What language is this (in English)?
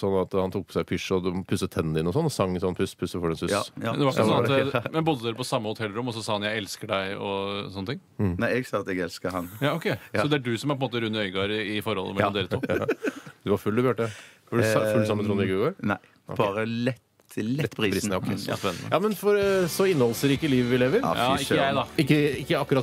Norwegian